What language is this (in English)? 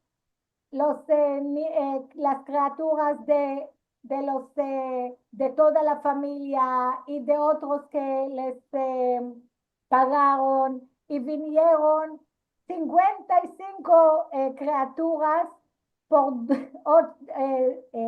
Ladino